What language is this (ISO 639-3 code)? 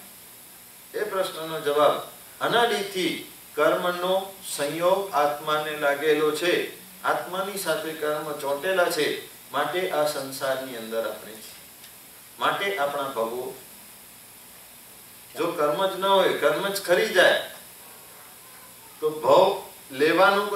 guj